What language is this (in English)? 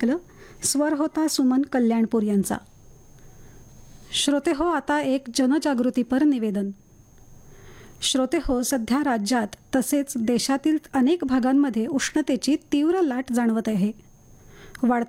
Marathi